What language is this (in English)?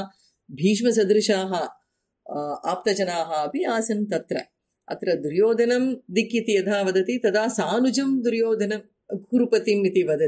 Sanskrit